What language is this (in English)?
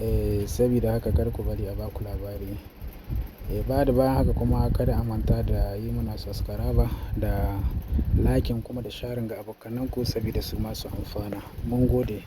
Hausa